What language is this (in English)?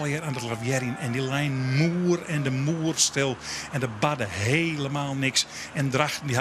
Western Frisian